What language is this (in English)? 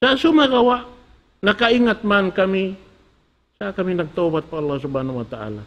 Tausug